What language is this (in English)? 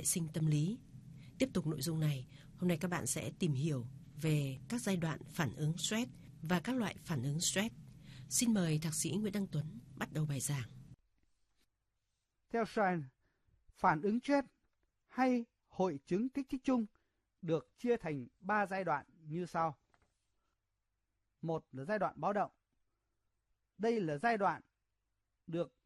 Vietnamese